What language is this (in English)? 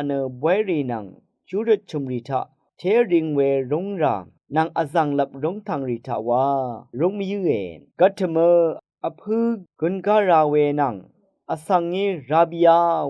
Rawang